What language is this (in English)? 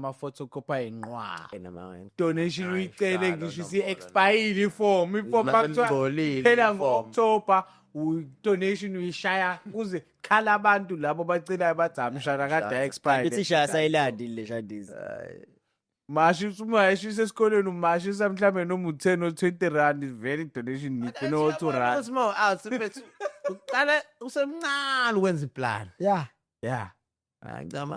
Zulu